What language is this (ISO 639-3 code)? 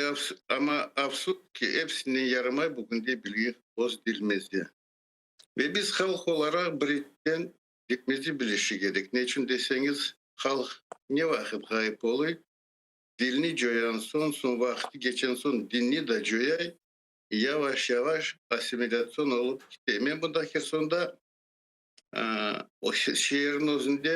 crh